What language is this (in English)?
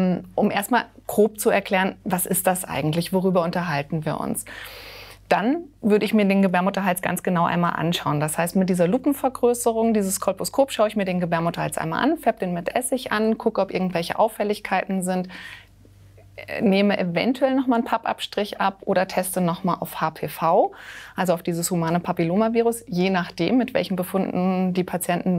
German